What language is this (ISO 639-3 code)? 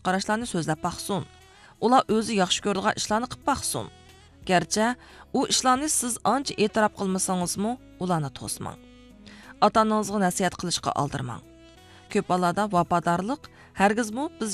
uig